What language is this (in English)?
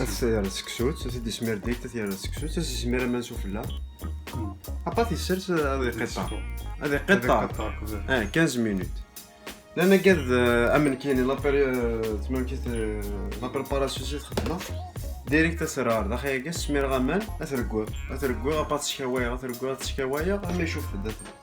Kabyle